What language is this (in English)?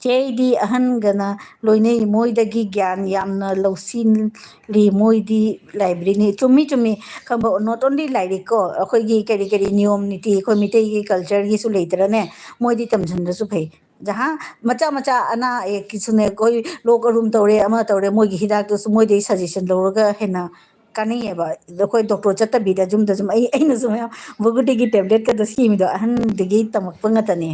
Manipuri